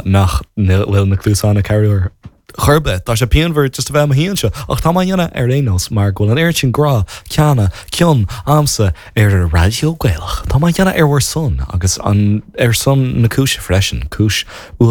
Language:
Irish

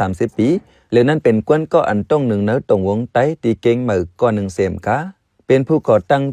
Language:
Shan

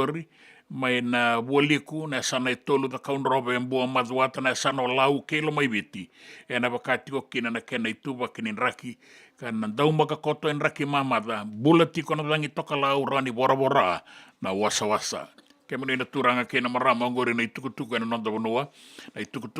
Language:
Fijian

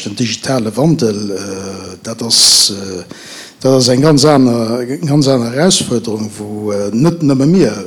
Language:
Luxembourgish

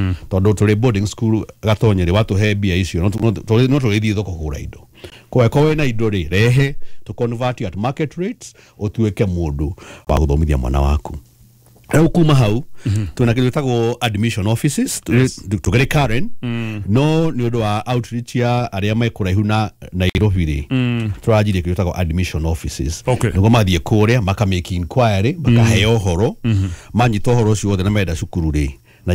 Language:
Kikuyu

